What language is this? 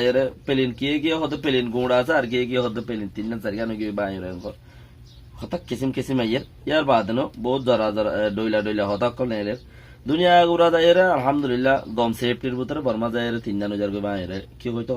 Rohingya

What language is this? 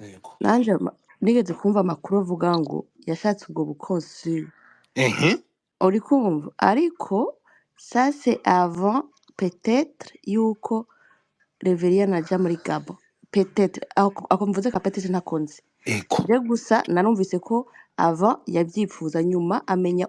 Rundi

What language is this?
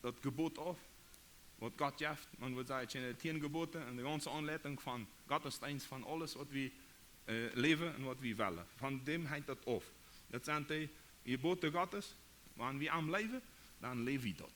Plautdietsch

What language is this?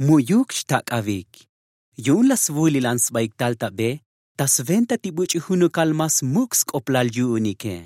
Tzotzil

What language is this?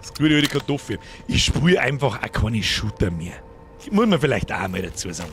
Bavarian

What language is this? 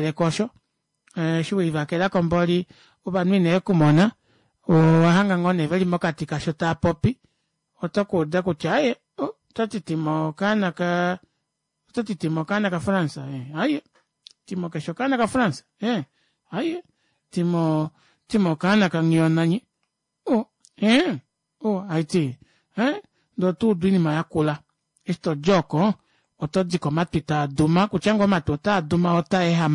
Kuanyama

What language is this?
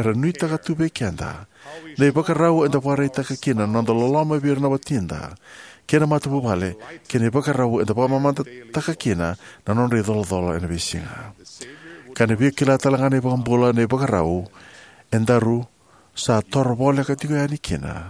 Fijian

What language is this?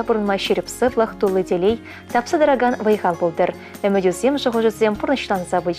Chuvash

